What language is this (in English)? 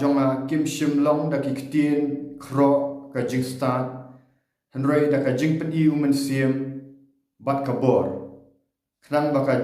Khasi